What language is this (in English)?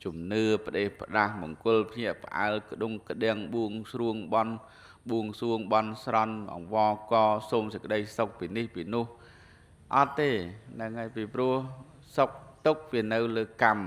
Khmer